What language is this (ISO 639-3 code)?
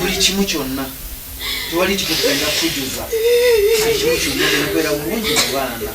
lug